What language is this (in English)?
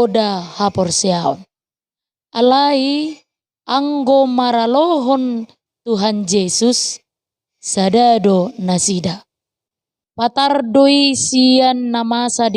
Batak Toba